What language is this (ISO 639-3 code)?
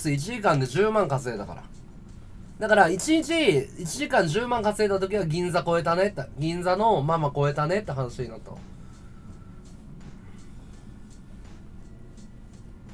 jpn